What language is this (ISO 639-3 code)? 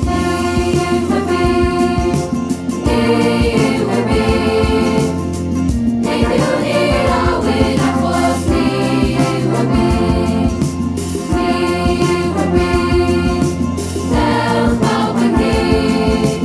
cym